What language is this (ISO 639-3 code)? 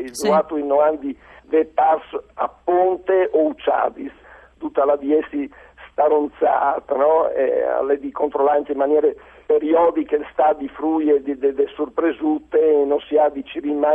fur